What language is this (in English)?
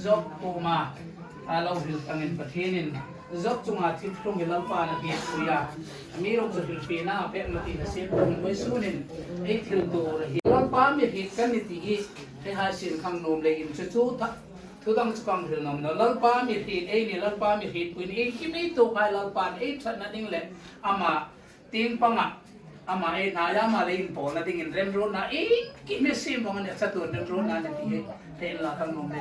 Hmar